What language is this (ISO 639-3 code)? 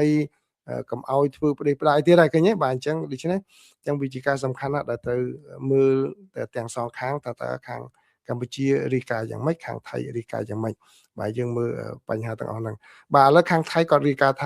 khm